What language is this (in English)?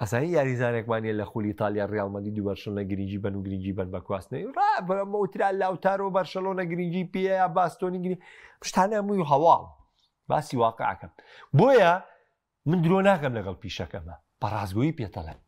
Central Kurdish